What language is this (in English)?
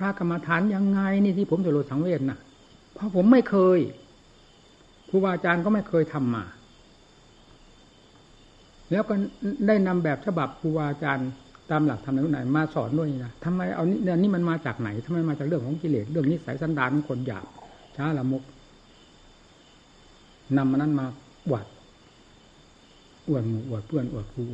Thai